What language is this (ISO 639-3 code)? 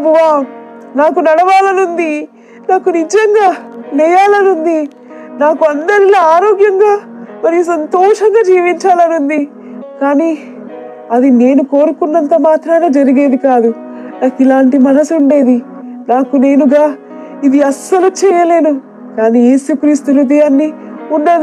tel